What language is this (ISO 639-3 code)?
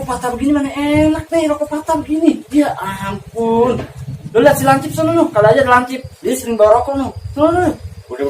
bew